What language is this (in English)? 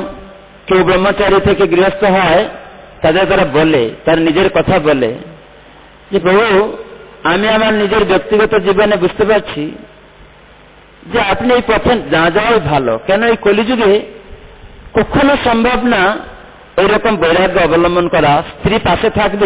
Bangla